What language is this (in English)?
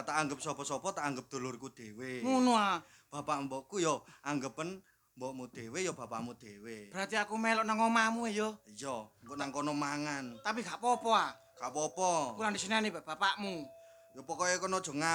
Javanese